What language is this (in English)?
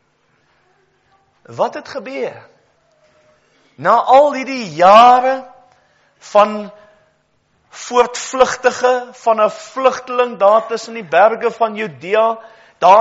Afrikaans